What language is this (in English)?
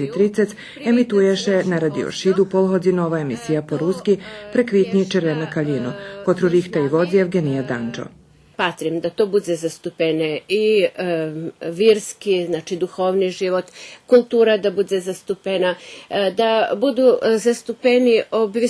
Rusyn